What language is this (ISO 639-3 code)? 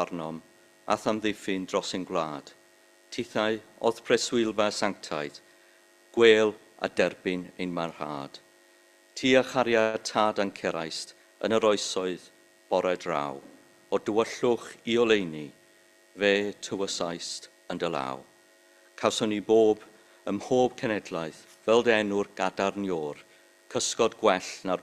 cym